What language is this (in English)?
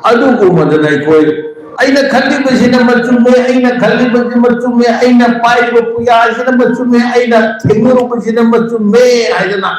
Manipuri